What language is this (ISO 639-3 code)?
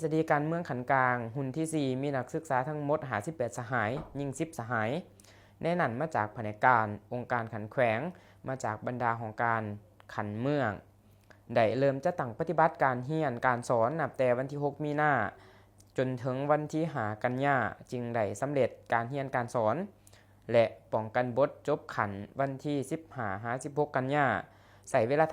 lao